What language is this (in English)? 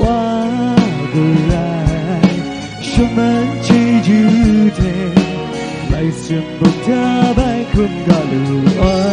Kachin